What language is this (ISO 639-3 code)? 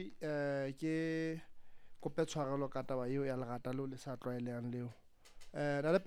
sot